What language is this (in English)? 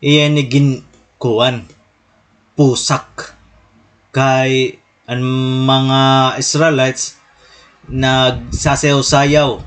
Waray